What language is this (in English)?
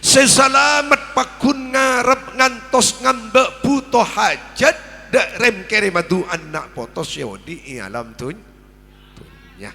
Madurese